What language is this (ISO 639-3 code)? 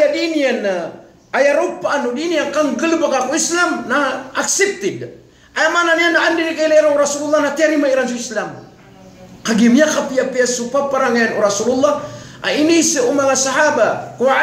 mrw